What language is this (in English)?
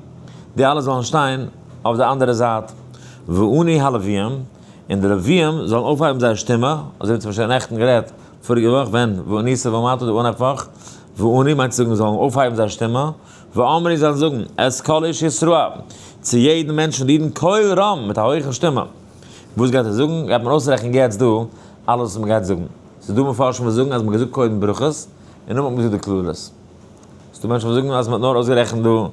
Yiddish